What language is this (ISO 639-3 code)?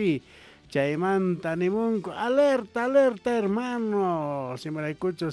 quh